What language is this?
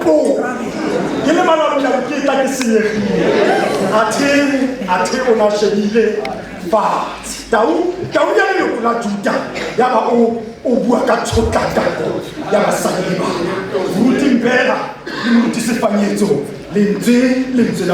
Tswana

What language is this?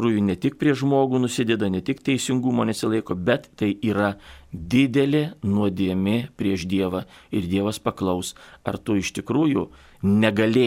Lithuanian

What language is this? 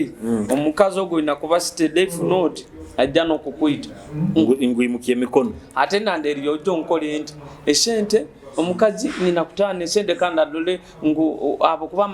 Nyoro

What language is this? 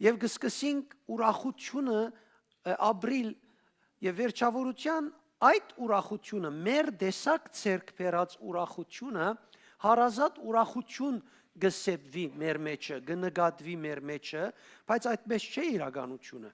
Western Armenian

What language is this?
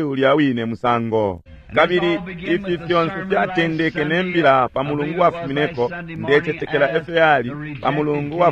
Bemba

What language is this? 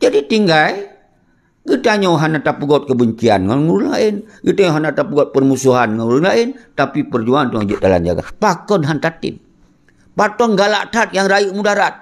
Achinese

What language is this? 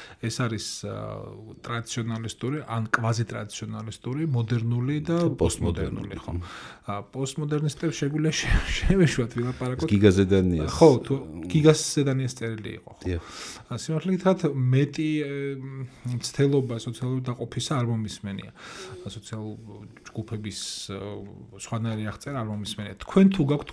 Georgian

